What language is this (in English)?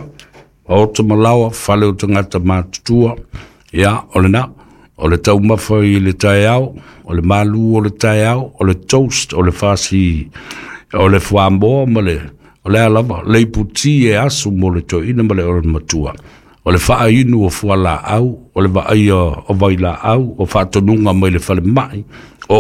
Samoan